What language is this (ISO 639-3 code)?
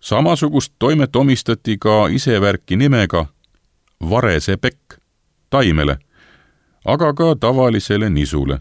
est